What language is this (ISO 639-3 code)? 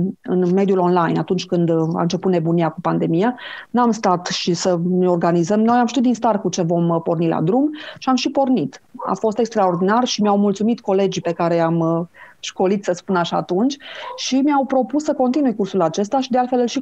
ron